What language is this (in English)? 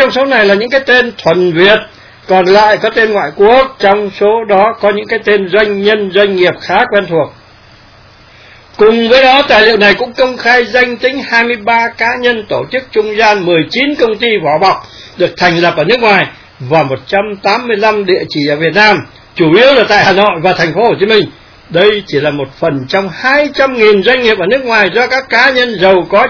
Vietnamese